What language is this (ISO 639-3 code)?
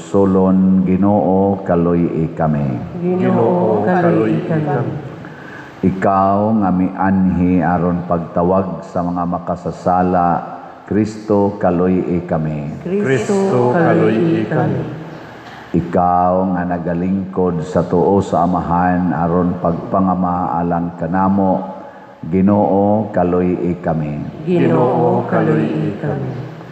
ceb